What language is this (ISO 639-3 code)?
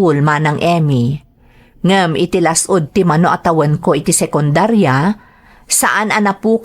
ilo